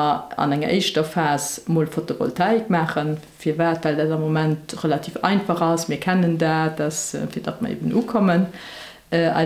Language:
Luxembourgish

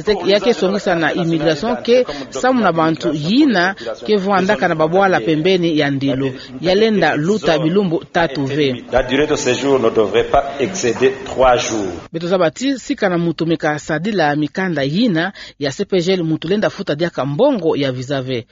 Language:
Kituba (Democratic Republic of Congo)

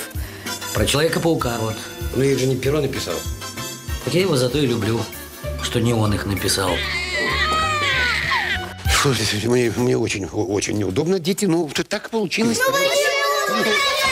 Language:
Russian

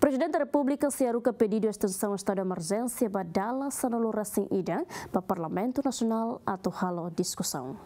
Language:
Tetum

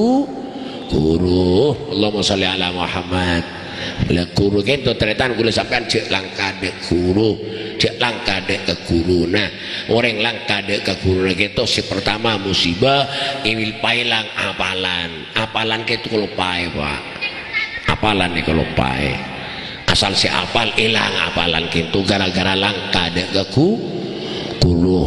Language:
Madurese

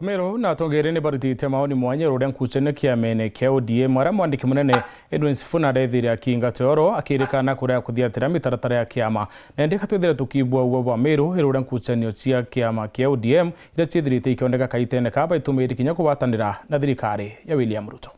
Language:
Meru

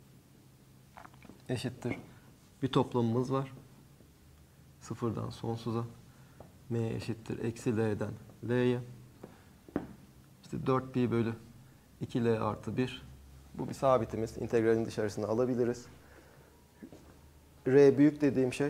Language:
Turkish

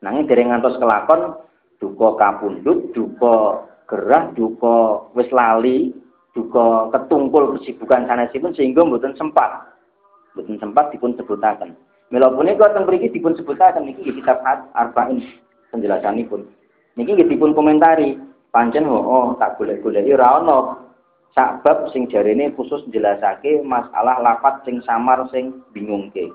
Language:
Javanese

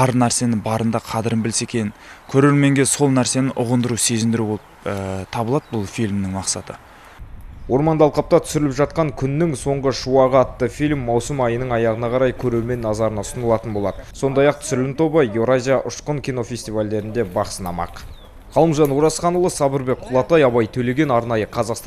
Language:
Kazakh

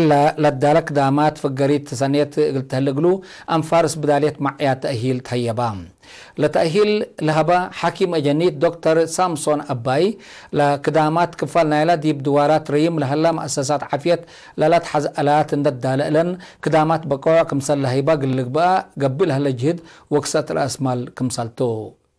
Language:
Tigre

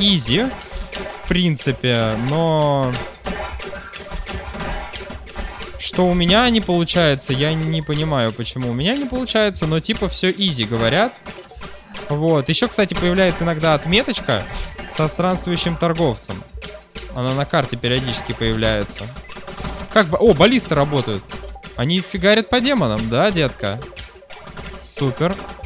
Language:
Russian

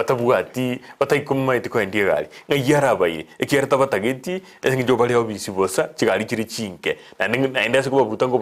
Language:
Gusii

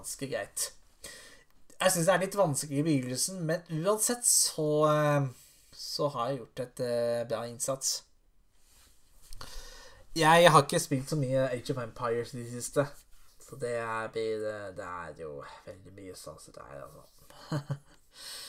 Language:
Norwegian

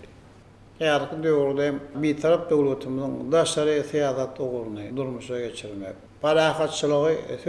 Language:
Turkmen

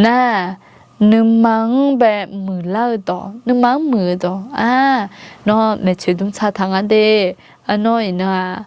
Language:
Akha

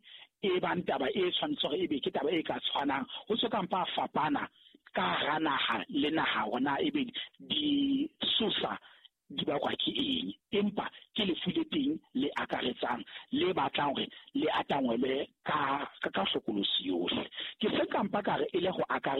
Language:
Southern Sotho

